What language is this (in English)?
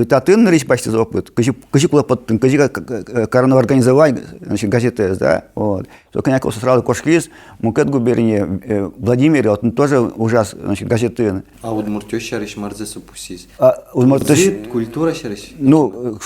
Udmurt